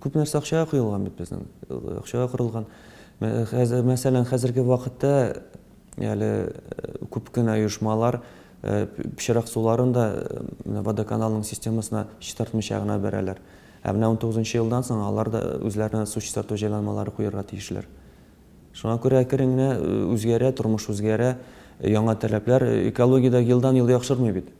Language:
Tatar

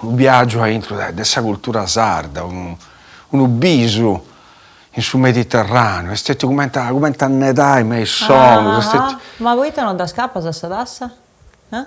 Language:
Sardinian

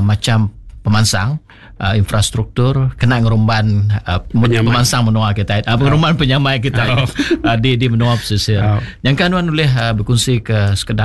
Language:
Iban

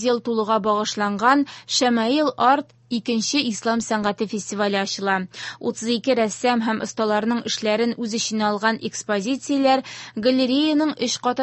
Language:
Tatar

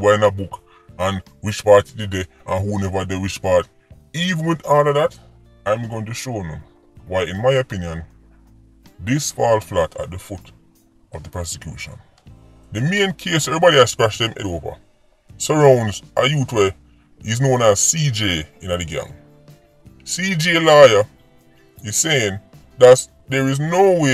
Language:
Jamaican Creole English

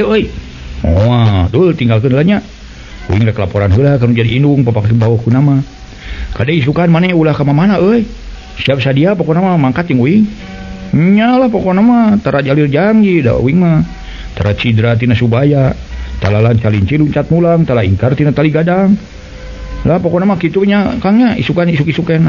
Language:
Sundanese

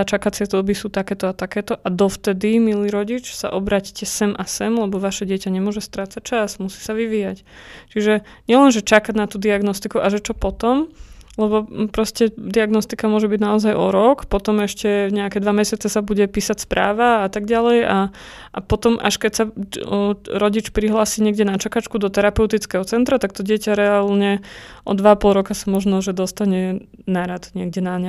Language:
Slovak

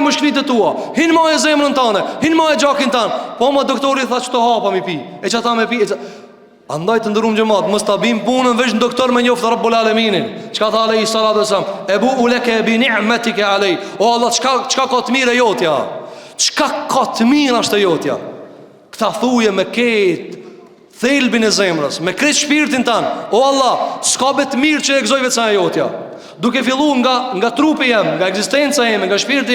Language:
Albanian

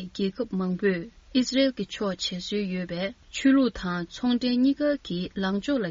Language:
Tibetan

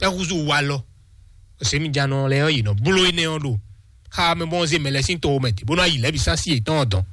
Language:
Fon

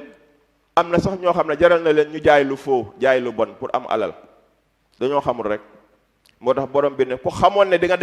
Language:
Wolof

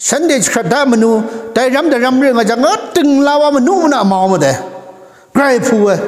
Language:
Kachin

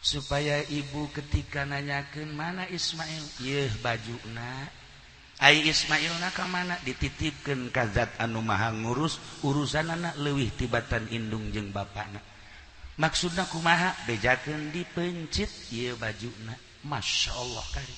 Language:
Sundanese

